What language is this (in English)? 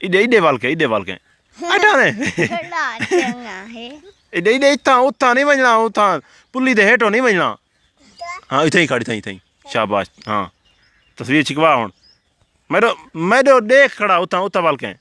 Saraiki